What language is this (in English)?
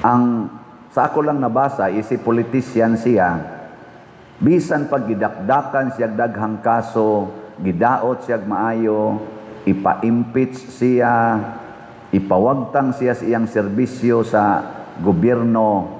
Cebuano